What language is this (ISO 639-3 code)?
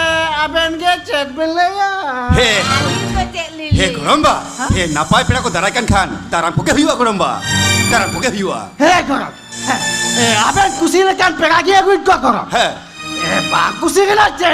sat